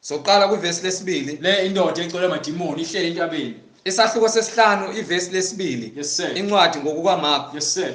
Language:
Zulu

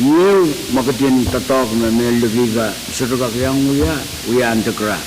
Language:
Pohnpeian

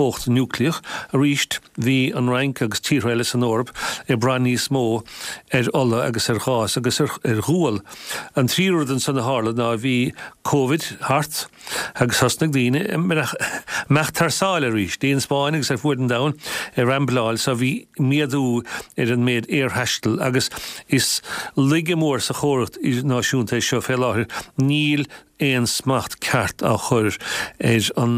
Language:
Irish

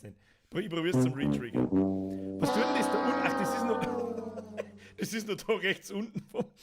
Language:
Bavarian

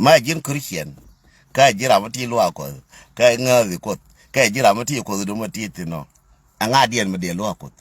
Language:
Nuer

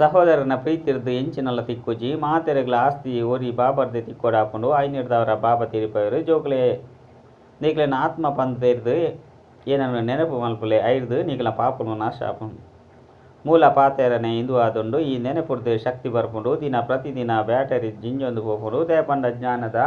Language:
Tulu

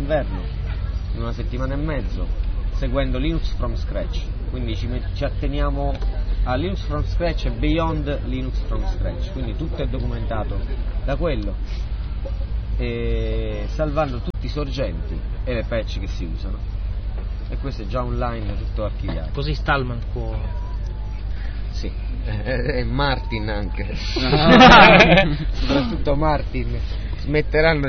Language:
Italian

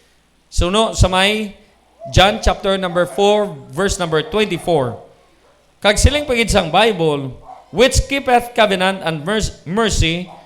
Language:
Hiligaynon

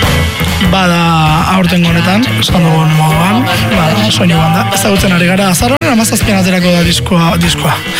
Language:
Basque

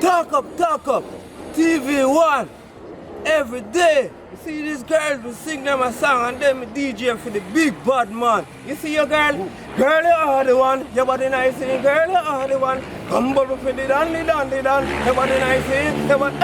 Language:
Jamaican Creole English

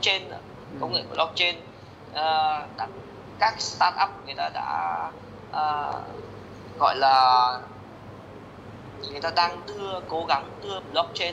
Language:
Vietnamese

